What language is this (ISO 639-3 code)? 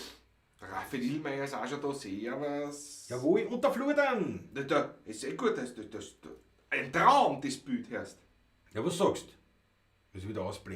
bar